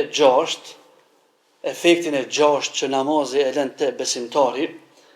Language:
Albanian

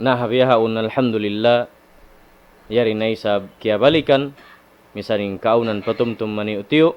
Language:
Tausug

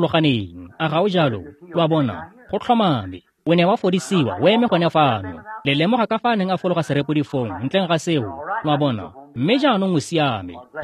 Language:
Tswana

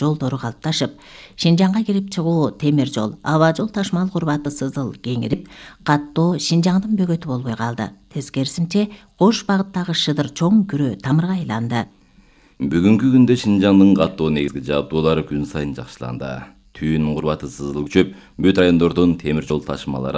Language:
Kyrgyz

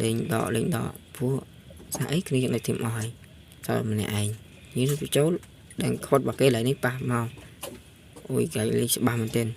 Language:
Khmer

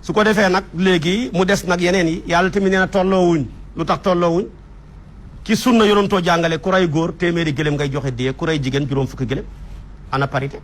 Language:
Wolof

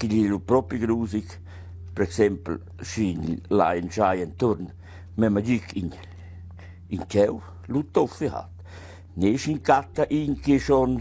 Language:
Romansh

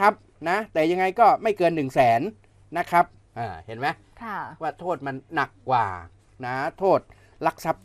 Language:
Thai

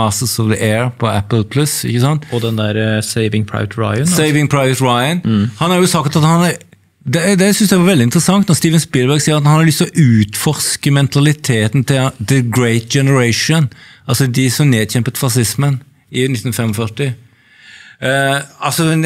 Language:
Norwegian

